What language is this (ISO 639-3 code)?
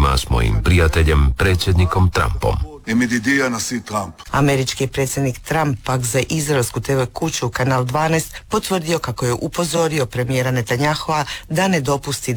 hrv